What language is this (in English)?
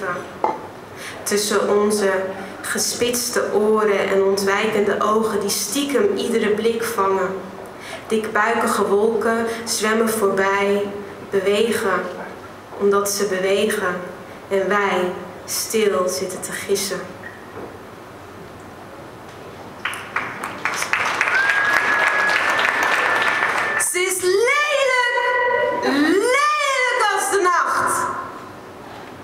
Dutch